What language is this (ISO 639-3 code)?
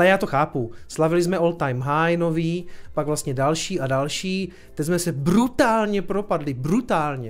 ces